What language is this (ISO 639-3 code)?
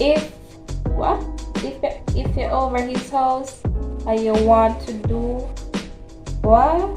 jam